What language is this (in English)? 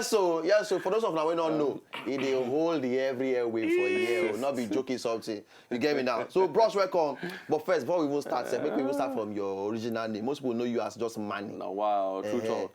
Nigerian Pidgin